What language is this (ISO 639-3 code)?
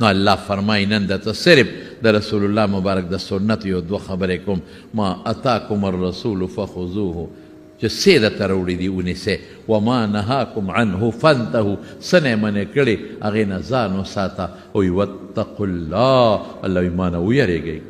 pus